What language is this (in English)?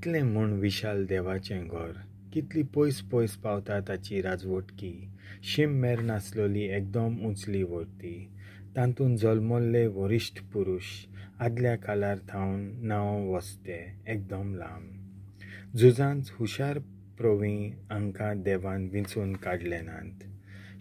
Konkani